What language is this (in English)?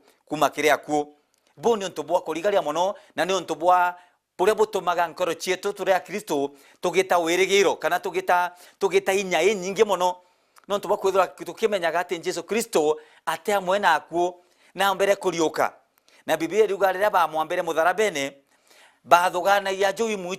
Meru